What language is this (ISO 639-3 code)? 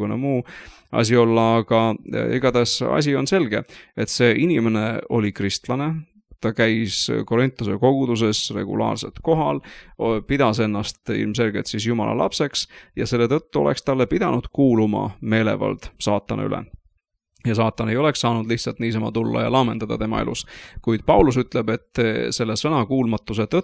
est